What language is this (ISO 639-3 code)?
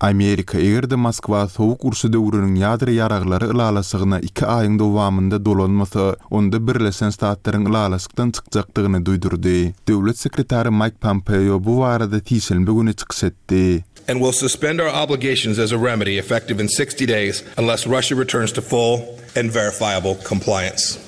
tuk